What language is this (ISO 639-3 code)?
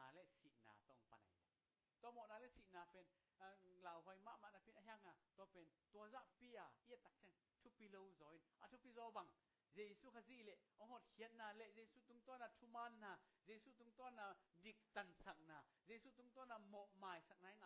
ctd